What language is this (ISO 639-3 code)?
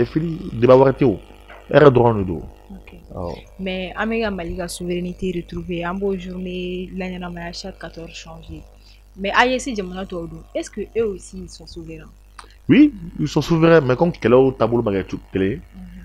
bam